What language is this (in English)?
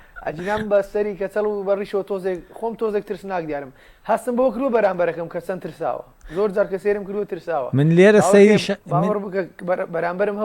Central Kurdish